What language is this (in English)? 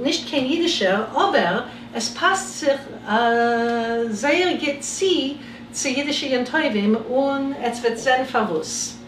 Yiddish